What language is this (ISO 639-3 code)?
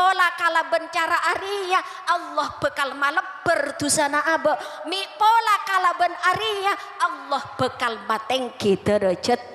mad